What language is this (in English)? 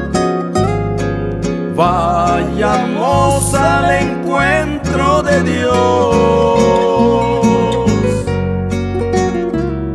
Spanish